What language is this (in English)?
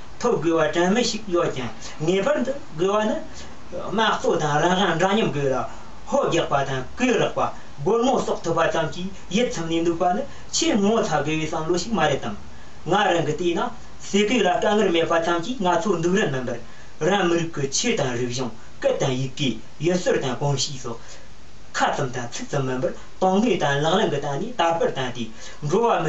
Tibetan